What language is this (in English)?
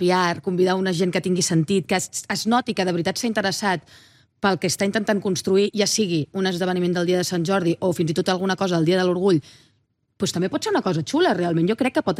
Catalan